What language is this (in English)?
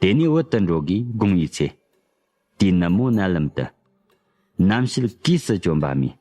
Tibetan